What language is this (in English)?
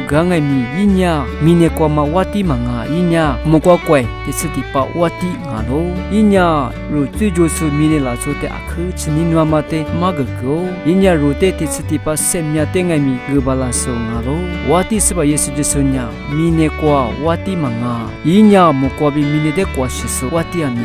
Lisu